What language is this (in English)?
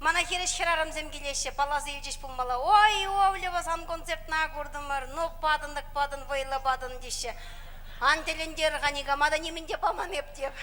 Chuvash